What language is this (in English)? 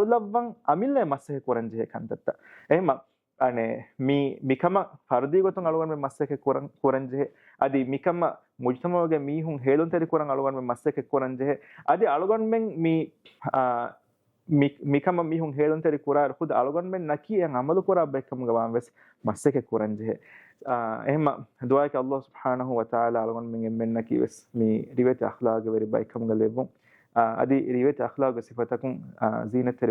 Divehi